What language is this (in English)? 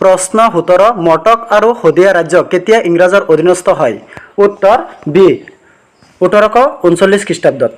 Assamese